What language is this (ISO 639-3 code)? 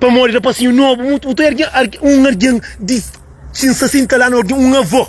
kea